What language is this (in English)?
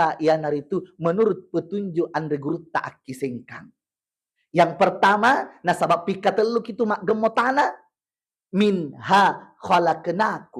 Buginese